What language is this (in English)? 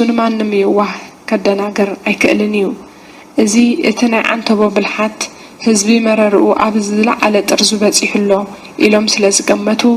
Tigrinya